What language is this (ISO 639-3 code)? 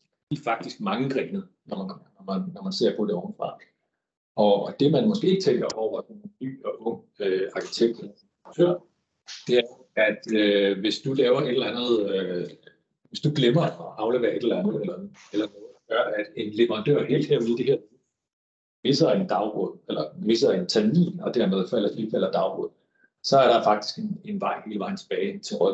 dan